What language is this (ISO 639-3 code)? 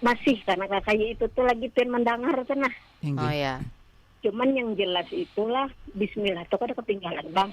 bjn